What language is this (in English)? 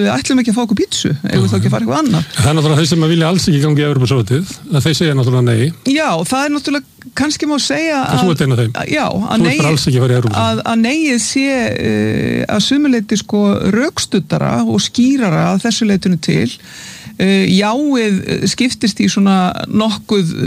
Icelandic